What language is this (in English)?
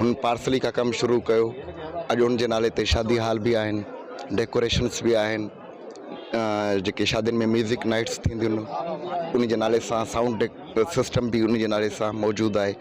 Sindhi